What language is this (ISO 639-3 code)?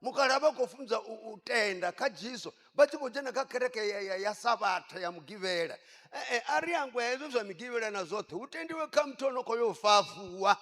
ven